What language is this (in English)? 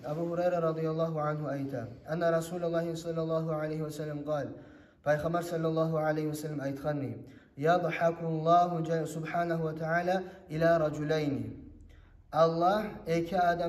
Kumyk